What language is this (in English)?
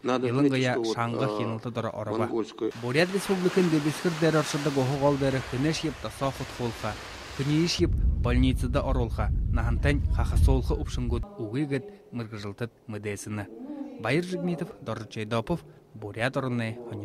Buriat